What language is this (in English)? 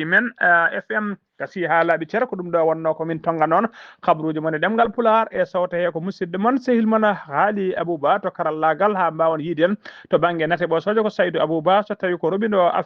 Fula